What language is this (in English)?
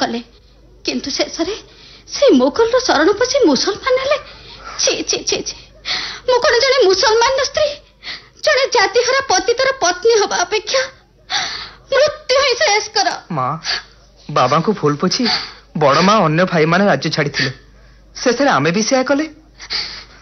Odia